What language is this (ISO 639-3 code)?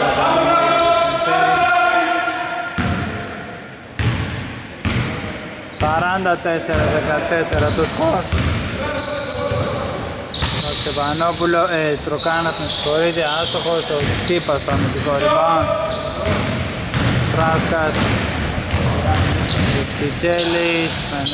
ell